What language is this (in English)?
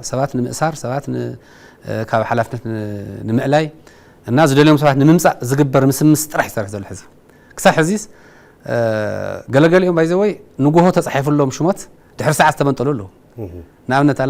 Tigrinya